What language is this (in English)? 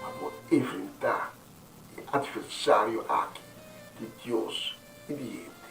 Papiamento